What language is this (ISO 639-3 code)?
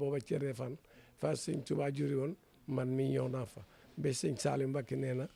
wol